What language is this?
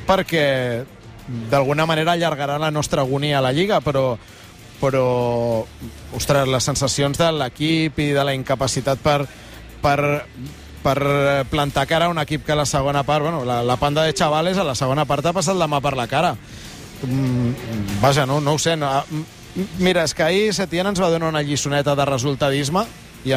Catalan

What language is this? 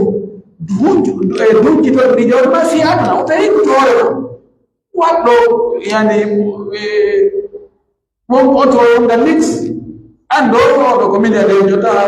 Pular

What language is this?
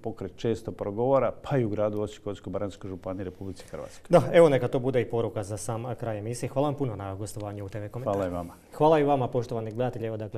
Croatian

